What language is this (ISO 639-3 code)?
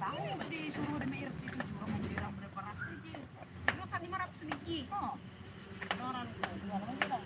bjn